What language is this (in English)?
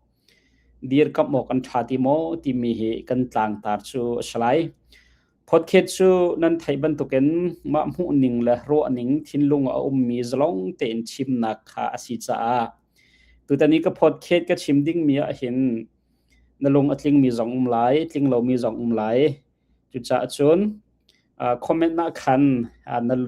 Hakha Chin